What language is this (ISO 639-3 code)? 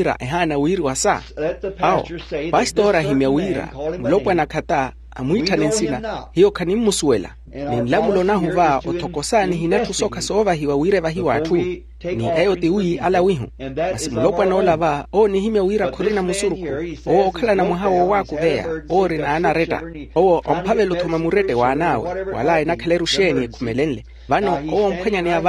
vmw